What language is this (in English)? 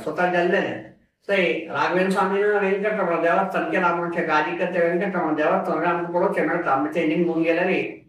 Konkani